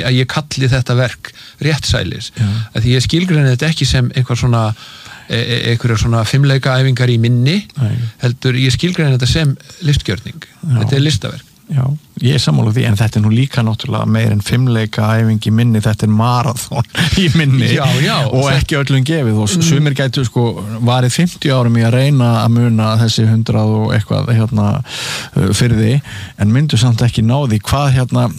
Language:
Icelandic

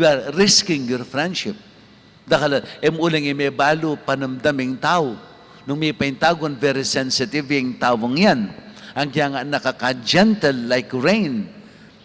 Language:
Pampanga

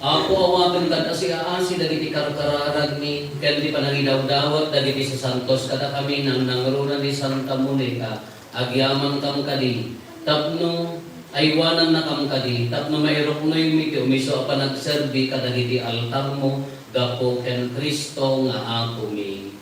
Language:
Iloko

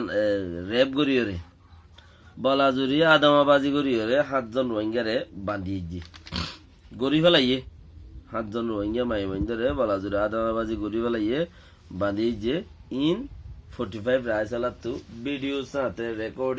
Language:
Rohingya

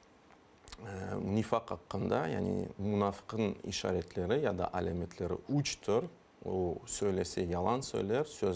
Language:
Crimean Tatar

